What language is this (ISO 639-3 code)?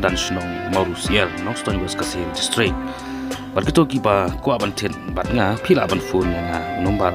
kha